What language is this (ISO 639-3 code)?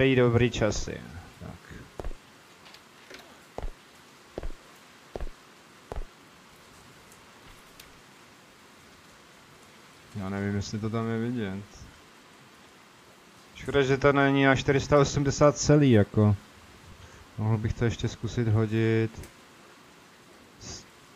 ces